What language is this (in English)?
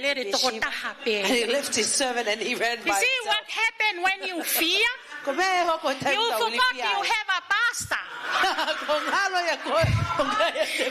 Tongan